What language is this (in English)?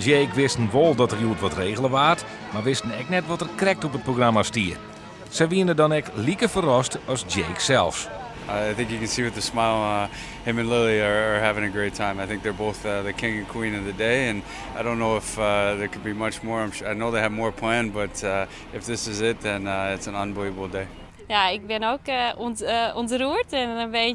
Western Frisian